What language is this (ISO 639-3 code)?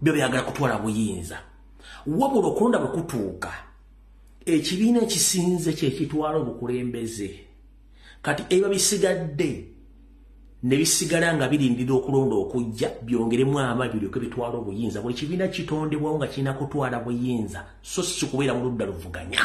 lug